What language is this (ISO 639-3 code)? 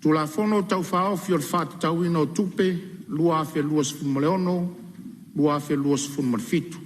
smo